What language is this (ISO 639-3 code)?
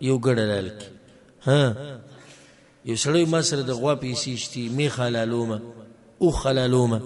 pus